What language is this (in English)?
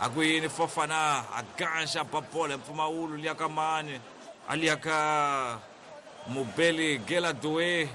Tsonga